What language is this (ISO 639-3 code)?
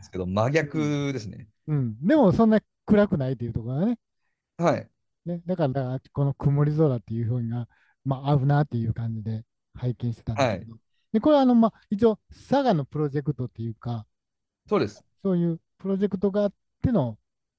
jpn